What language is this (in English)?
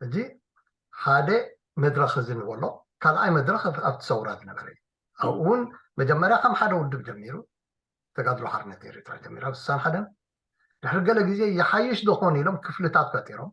Tigrinya